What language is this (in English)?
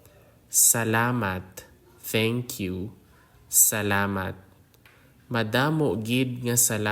Hiligaynon